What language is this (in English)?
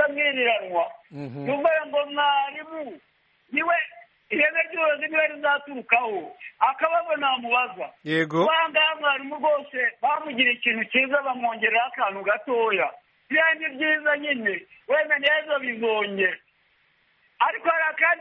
Kinyarwanda